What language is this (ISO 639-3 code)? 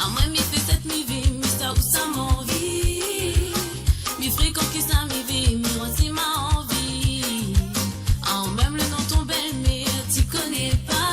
mfe